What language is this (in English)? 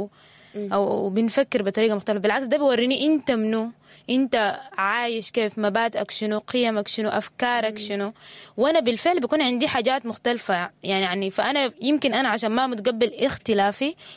Sudanese Arabic